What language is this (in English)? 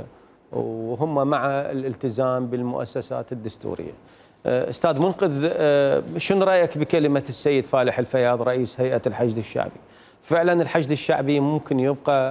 Mesopotamian Arabic